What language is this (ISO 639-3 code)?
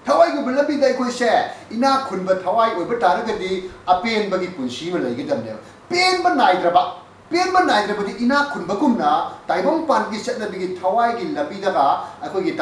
mni